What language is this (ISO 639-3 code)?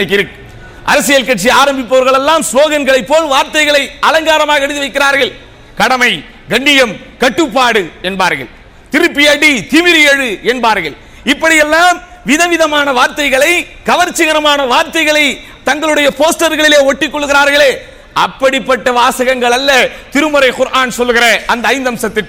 tam